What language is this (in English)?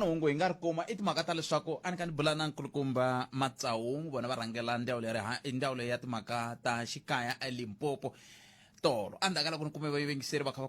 Tsonga